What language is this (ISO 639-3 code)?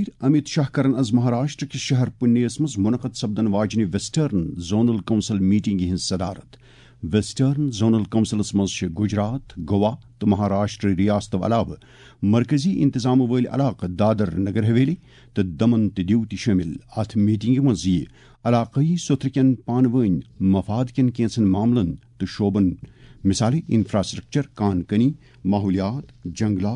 kas